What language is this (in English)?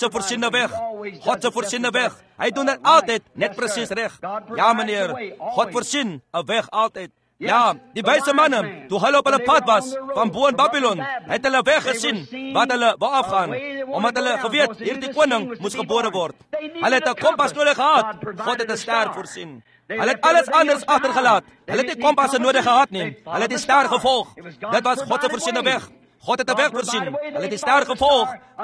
Afrikaans